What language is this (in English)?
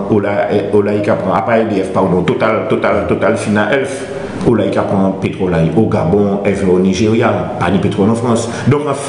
Guadeloupean Creole French